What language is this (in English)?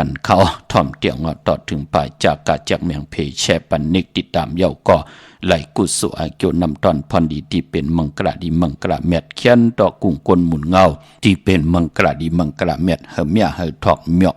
Shan